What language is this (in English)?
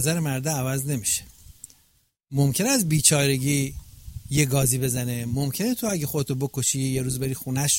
Persian